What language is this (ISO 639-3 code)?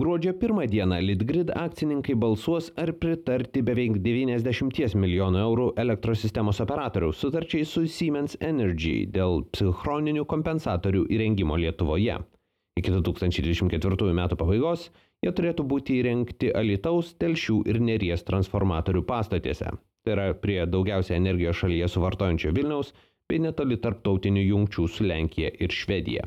lit